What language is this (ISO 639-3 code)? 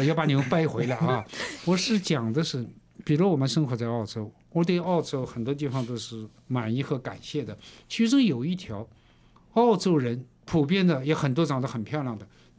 zho